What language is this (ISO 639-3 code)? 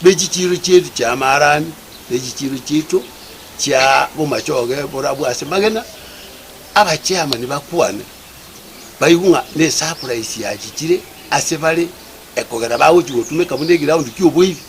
guz